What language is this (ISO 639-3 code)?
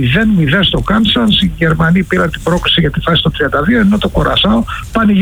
ell